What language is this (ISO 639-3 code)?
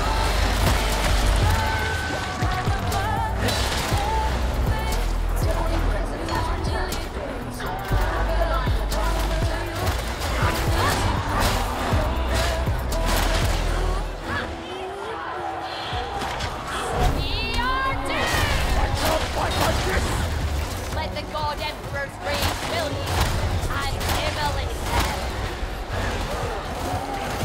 eng